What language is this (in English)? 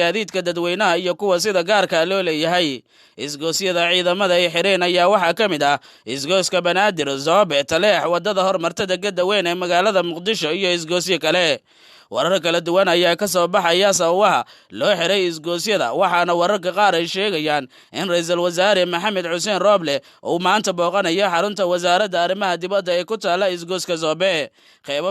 Somali